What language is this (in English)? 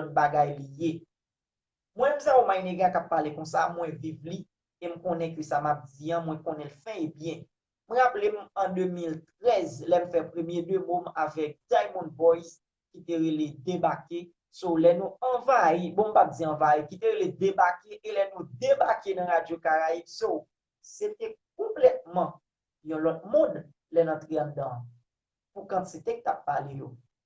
Haitian Creole